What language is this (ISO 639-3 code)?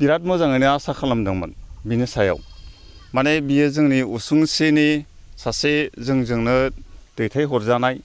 brx